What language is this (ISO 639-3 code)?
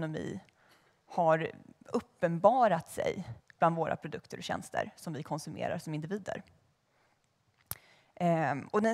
swe